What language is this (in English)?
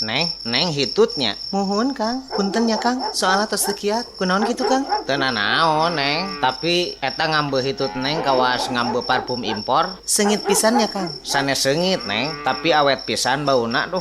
Sundanese